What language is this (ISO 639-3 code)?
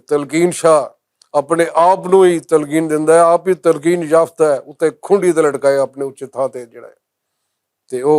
lah